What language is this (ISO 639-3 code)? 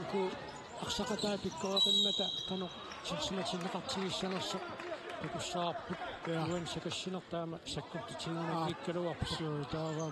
kal